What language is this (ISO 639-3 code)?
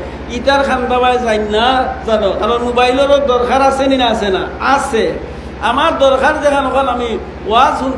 syl